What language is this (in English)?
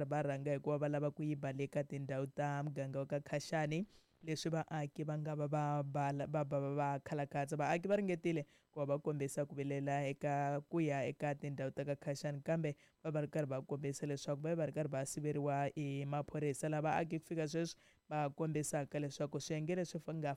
Tsonga